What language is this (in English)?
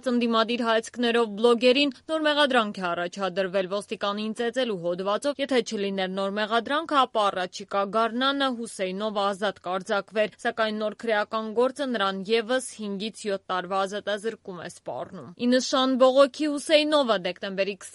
Armenian